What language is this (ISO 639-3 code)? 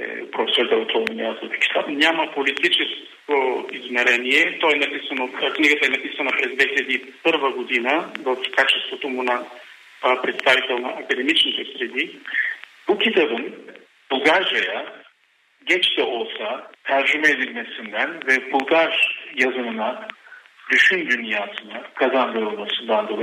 bul